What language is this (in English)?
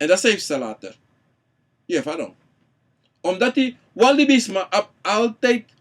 Sranan Tongo